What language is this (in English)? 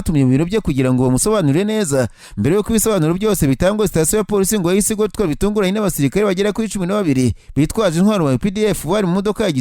Kinyarwanda